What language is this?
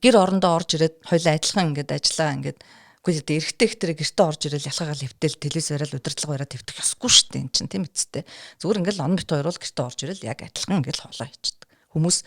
Mongolian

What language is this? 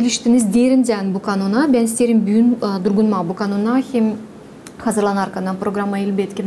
Gagauz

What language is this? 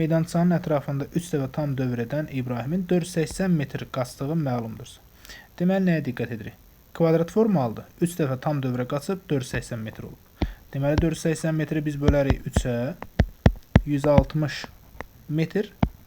Azerbaijani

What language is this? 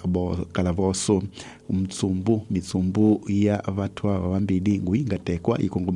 Tsonga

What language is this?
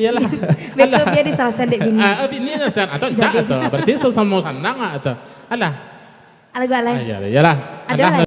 Minangkabau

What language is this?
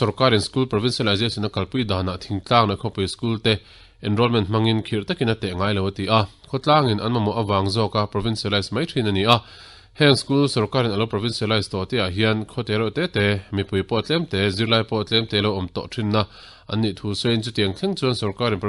Mizo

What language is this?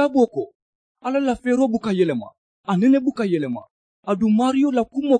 Mandingo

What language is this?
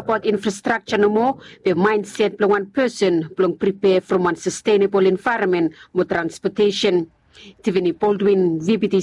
Bislama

